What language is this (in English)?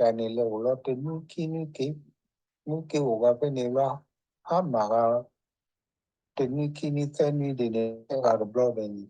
S'gaw Karen